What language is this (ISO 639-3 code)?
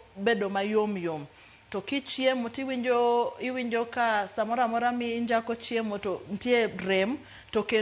luo